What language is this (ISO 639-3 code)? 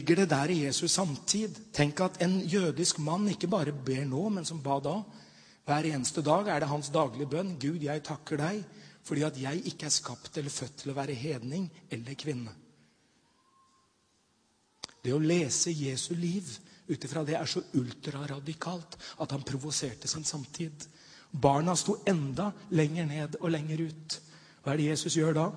nor